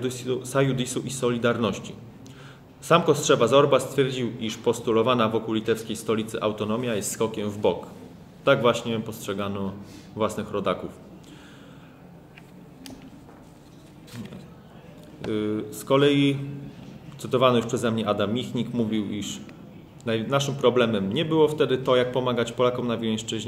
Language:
Polish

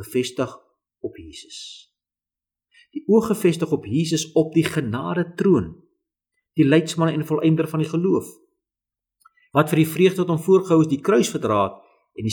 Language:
Afrikaans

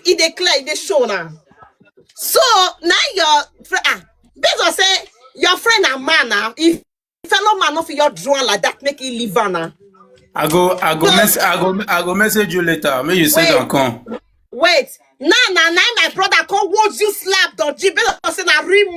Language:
Nigerian Pidgin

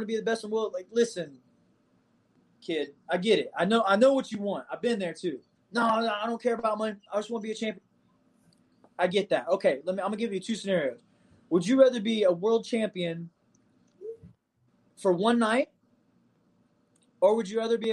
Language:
English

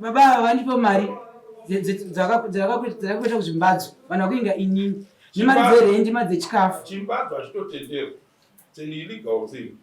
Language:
Shona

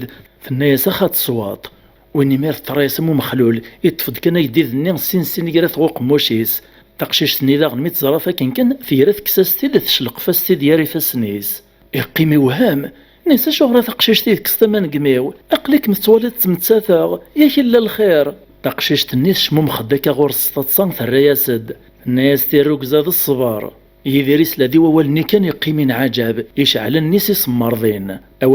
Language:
Kabyle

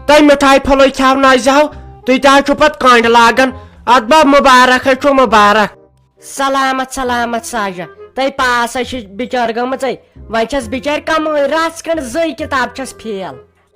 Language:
Kashmiri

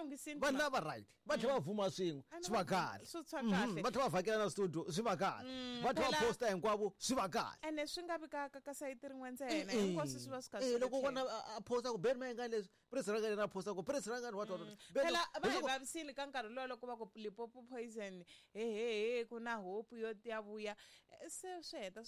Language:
Tsonga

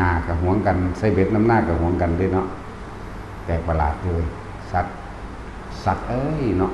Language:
Northeastern Thai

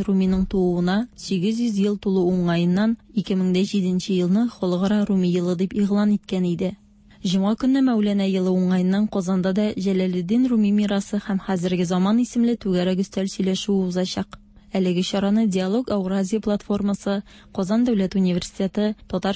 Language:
Tatar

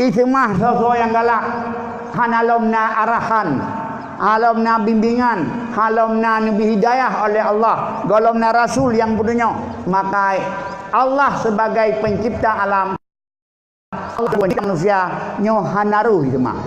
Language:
Achinese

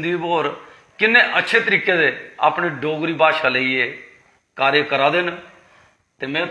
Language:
Dogri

